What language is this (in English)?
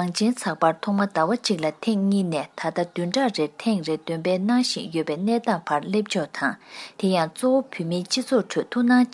Tibetan